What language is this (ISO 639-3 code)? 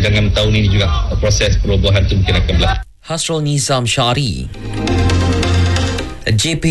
msa